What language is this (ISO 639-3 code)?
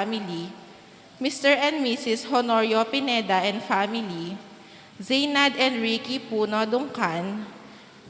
pam